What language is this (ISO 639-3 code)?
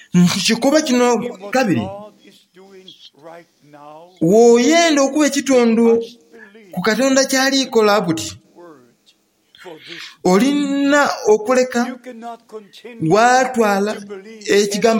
xog